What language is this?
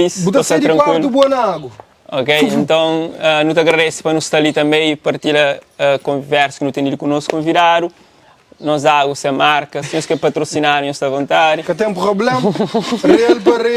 Kabuverdianu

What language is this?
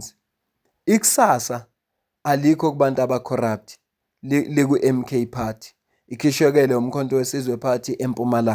Zulu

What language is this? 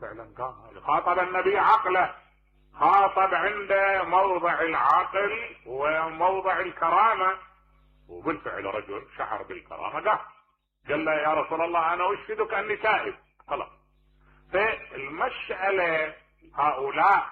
Mesopotamian Arabic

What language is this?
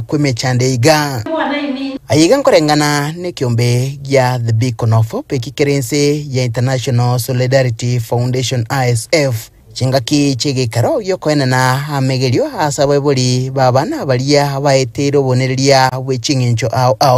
Gusii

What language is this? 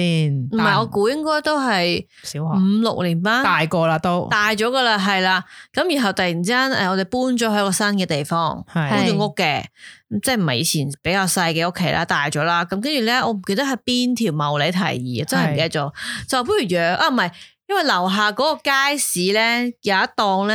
Cantonese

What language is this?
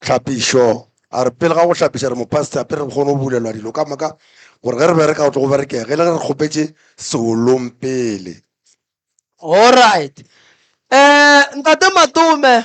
Northern Sotho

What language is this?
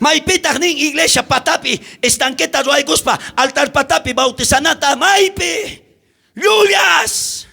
South Bolivian Quechua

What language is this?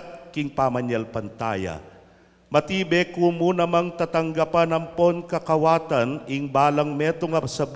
Pampanga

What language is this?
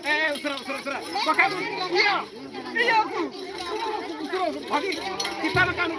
Santali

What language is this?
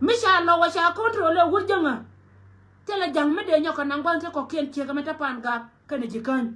Nuer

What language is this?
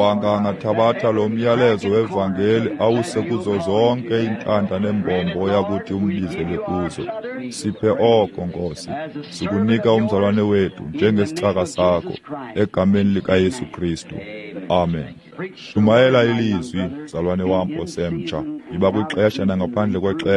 Xhosa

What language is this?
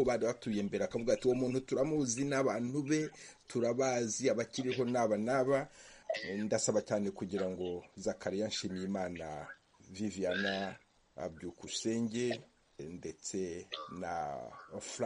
Kinyarwanda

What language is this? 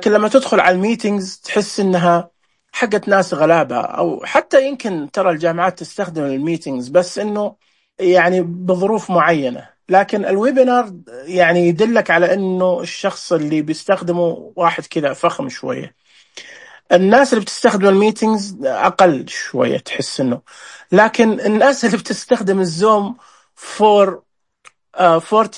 Najdi Arabic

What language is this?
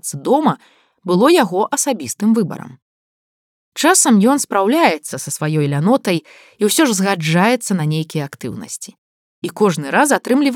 Belarusian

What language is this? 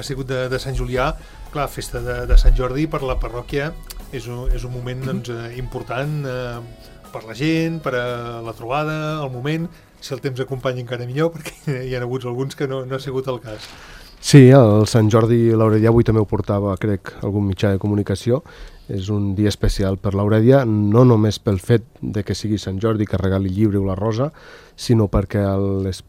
Catalan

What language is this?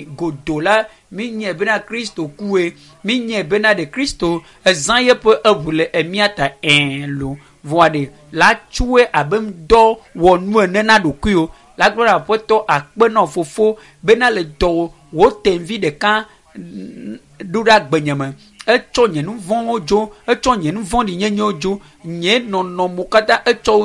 Ewe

